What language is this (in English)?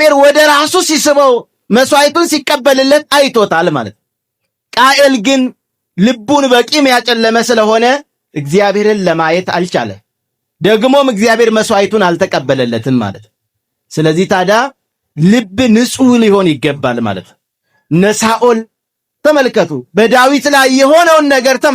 Amharic